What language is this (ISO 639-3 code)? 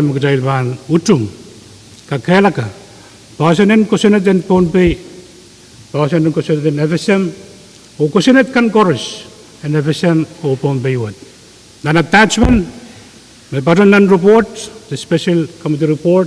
pon